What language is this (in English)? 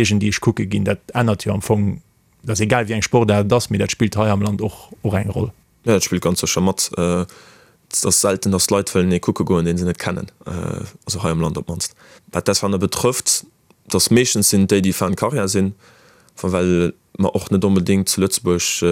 Luxembourgish